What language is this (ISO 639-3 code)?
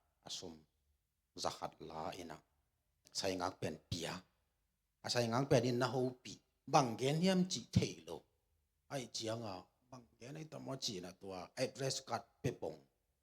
ctd